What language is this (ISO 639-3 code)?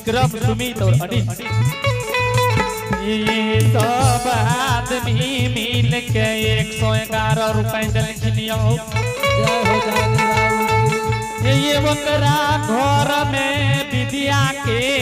anp